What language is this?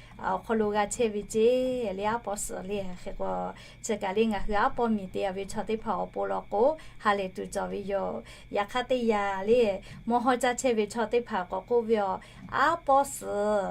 Lahu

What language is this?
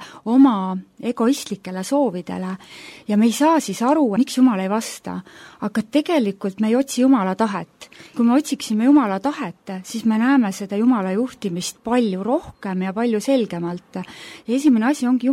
Estonian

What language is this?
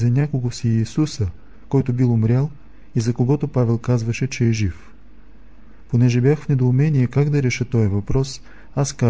Bulgarian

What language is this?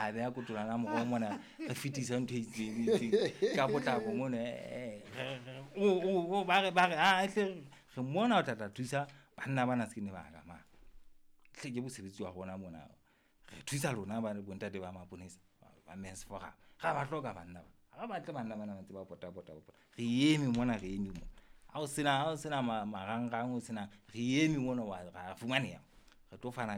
Southern Sotho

